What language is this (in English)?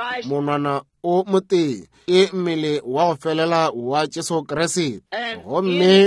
Northern Sotho